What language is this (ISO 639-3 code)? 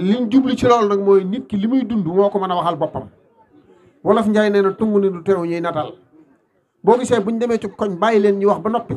wol